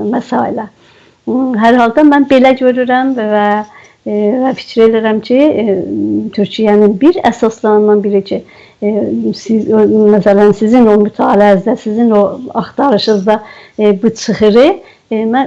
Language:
South Azerbaijani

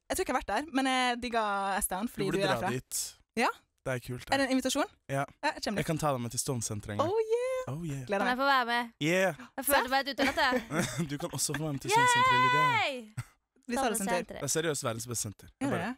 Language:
Norwegian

